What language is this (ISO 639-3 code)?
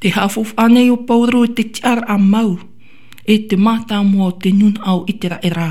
tah